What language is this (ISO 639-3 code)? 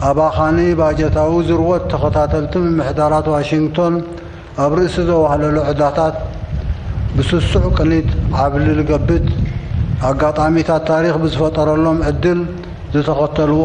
tir